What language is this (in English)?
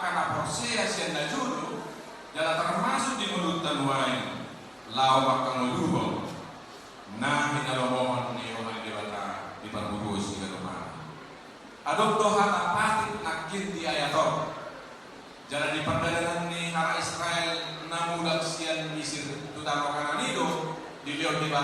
Batak Toba